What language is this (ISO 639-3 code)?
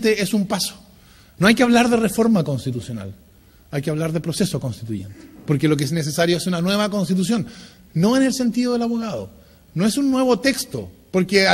spa